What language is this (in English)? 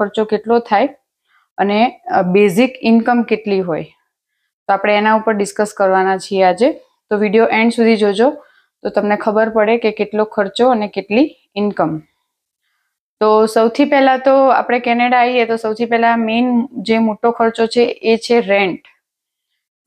Gujarati